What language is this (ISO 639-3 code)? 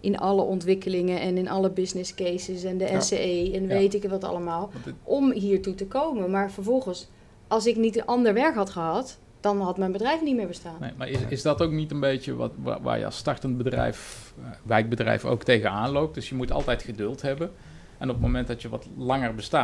nld